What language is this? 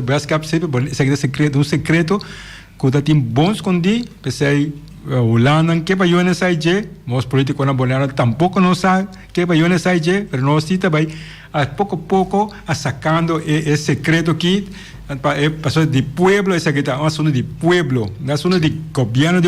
Papiamento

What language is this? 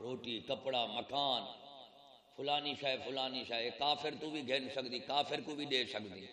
Saraiki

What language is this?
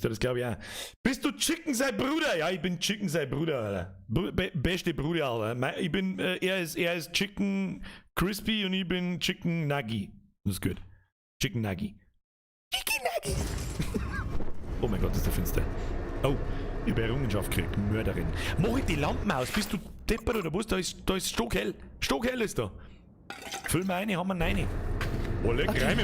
Bavarian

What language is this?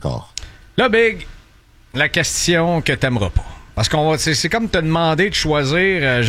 French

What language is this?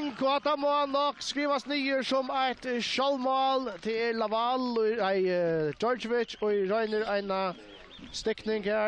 Faroese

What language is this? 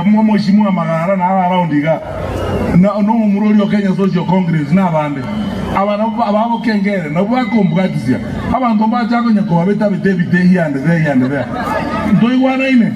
Gusii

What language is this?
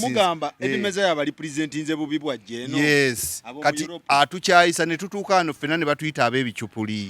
Ganda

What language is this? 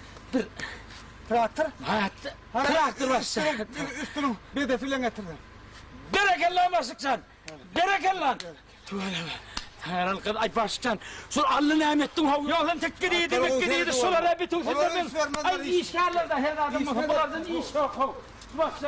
Turkmen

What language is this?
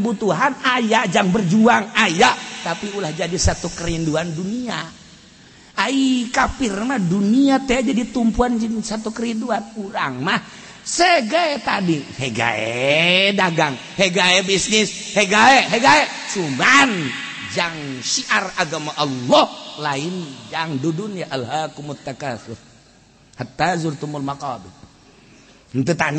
Sundanese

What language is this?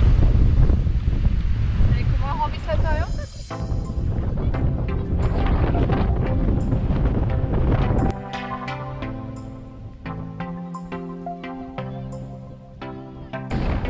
Slovak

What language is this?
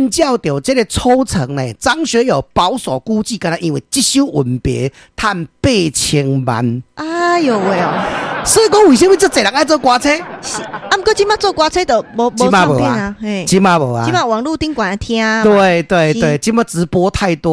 Min Nan Chinese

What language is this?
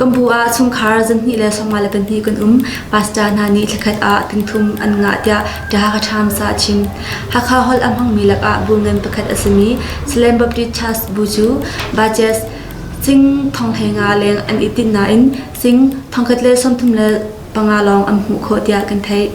Hakha Chin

